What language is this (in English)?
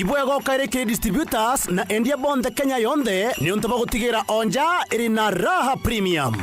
Meru